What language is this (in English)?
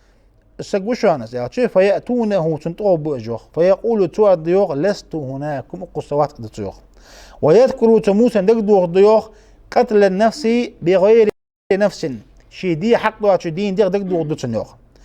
Ingush